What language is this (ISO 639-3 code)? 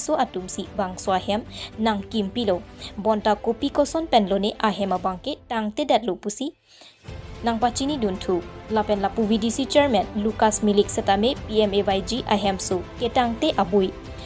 mjw